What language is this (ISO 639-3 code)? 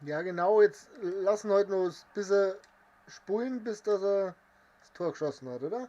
bar